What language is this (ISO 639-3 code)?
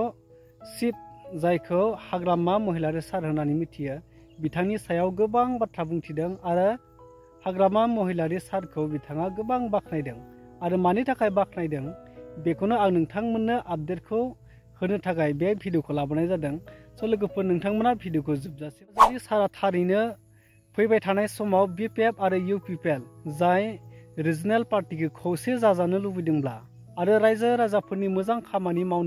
brx